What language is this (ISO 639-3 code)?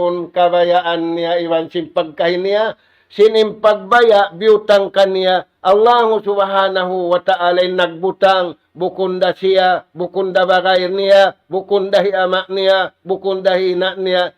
tsg